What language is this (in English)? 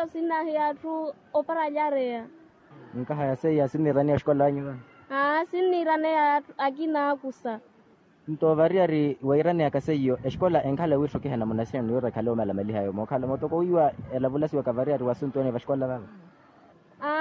Makhuwa